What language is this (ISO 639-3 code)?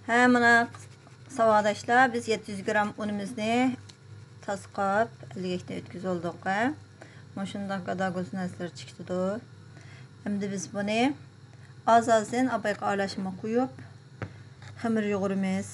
uig